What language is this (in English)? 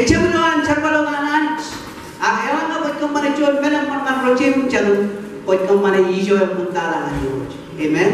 Marshallese